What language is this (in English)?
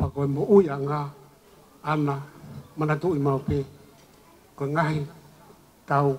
Tongan